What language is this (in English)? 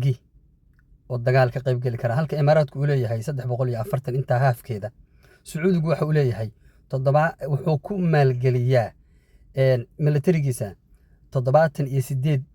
Somali